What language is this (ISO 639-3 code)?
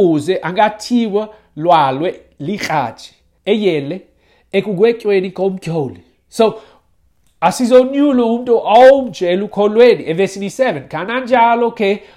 xho